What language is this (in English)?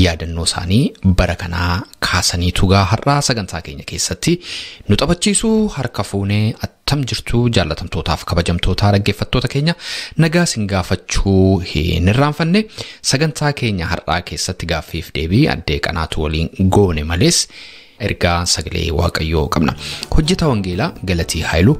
Oromo